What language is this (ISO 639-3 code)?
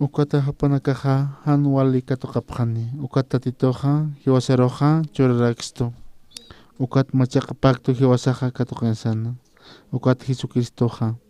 aym